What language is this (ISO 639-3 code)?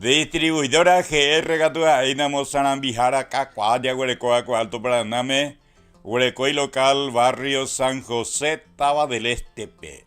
grn